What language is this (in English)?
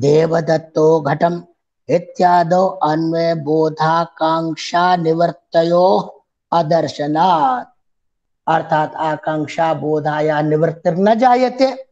Sanskrit